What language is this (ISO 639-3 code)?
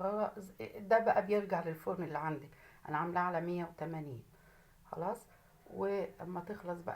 arz